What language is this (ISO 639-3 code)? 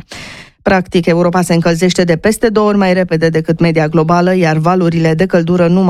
ron